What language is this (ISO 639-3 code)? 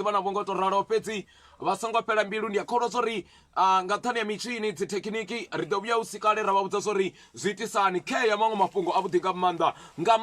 ven